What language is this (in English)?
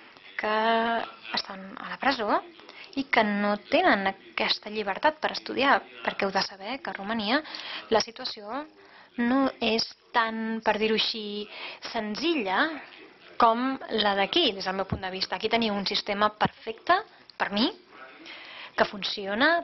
Catalan